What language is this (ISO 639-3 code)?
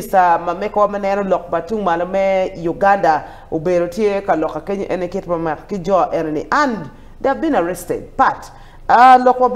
ach